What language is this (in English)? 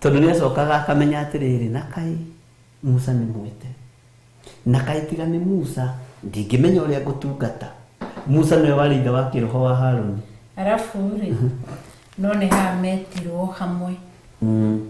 Kikuyu